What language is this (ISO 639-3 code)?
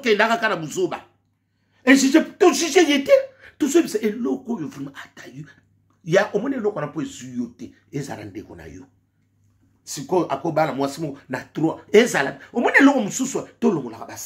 lin